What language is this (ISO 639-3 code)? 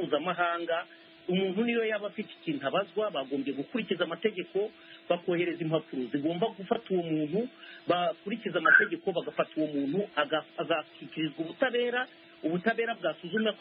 kin